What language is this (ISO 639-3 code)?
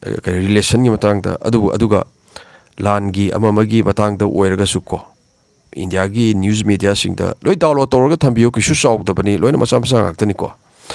mni